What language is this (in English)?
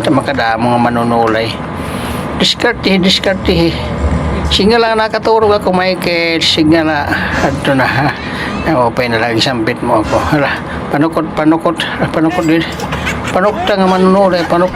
Waray